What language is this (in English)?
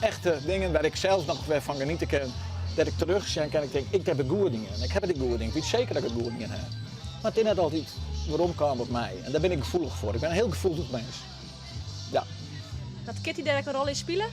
Western Frisian